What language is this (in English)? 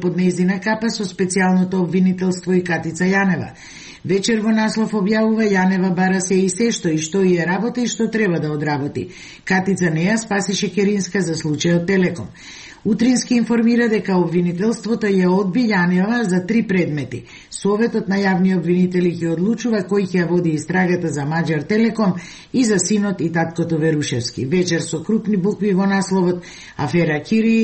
Macedonian